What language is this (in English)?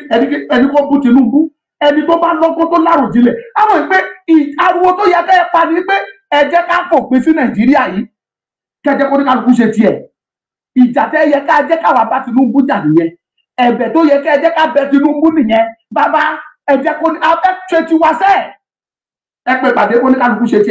Yoruba